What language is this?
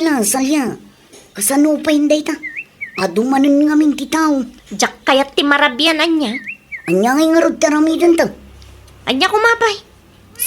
Iloko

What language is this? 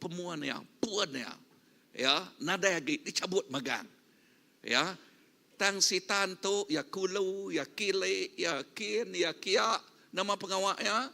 Iban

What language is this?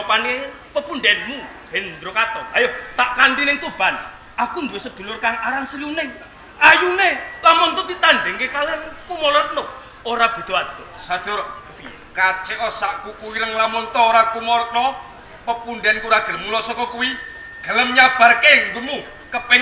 Javanese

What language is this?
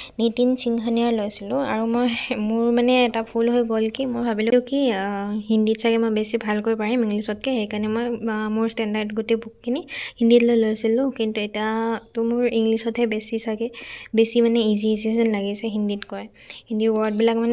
Assamese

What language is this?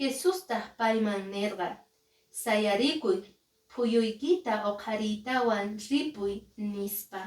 Quechua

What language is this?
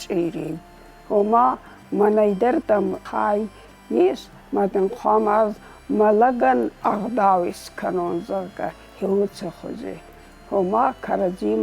Ossetic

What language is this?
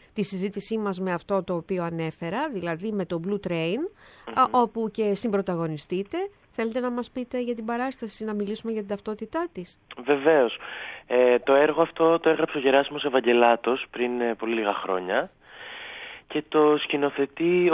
Greek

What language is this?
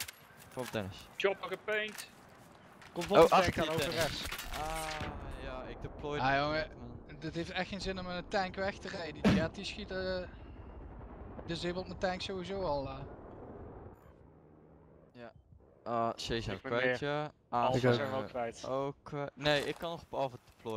Dutch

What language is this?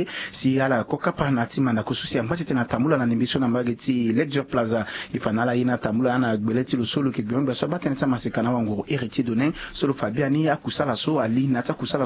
Sango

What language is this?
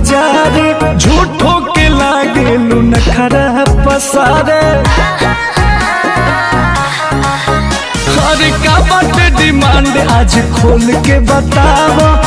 Bhojpuri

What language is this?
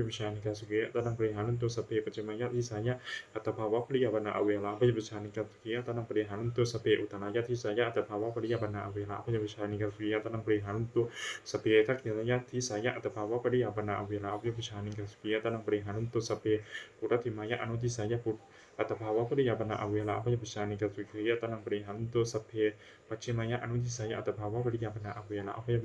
Pali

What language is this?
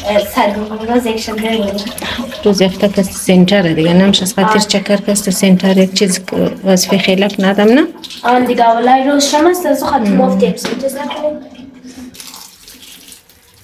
Persian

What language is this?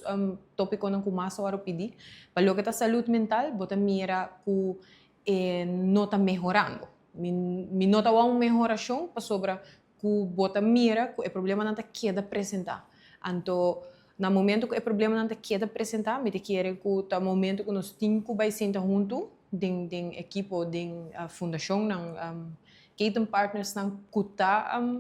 Papiamento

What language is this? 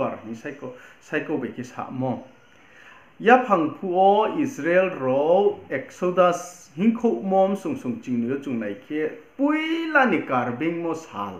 Riang (India)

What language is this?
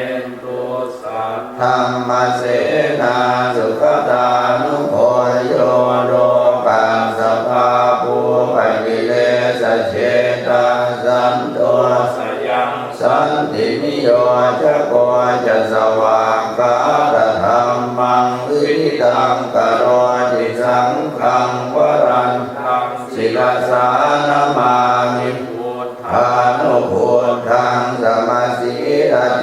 Pali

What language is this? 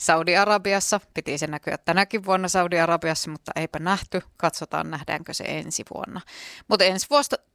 Finnish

